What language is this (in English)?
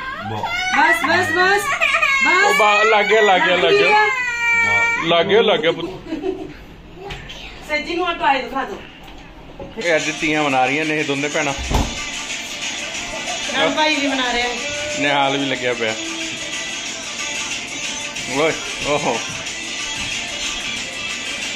Punjabi